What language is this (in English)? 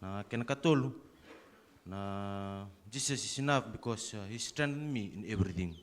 Fijian